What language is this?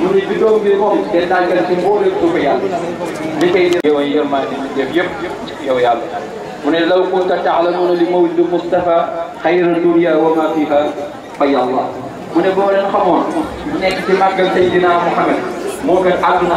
Wolof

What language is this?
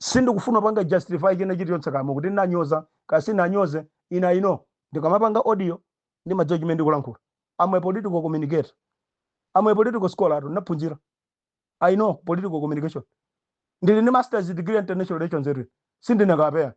Nyanja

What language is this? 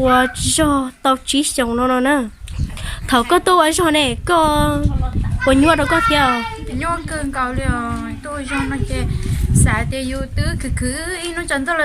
Hmong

